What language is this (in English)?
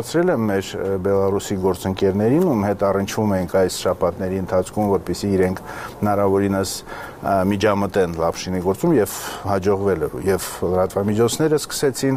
Armenian